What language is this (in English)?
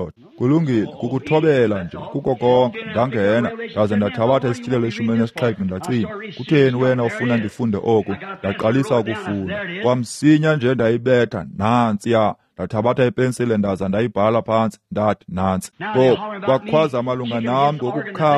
Xhosa